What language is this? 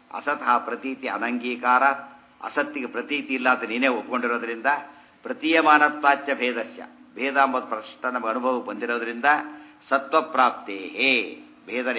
Kannada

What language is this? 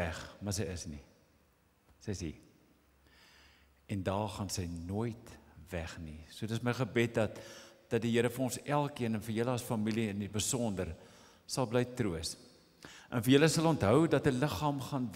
Afrikaans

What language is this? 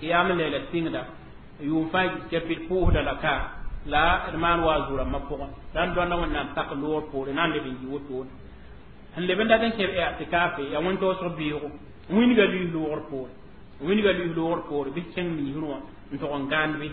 Mossi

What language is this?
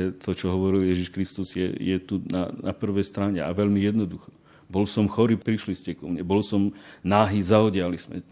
Slovak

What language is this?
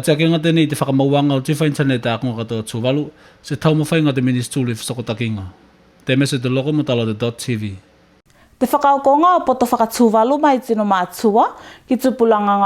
Tuvalu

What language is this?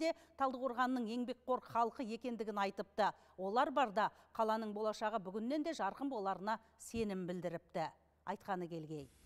Kazakh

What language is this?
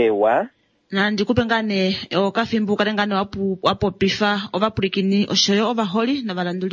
Kuanyama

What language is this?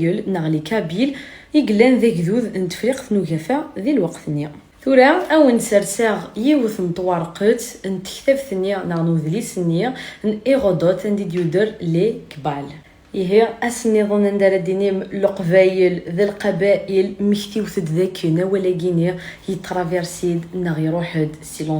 Kabyle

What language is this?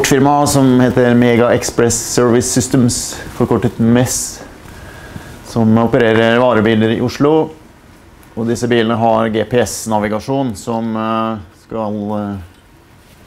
Norwegian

